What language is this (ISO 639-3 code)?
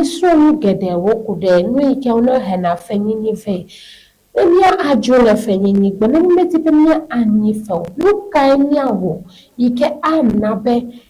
ewe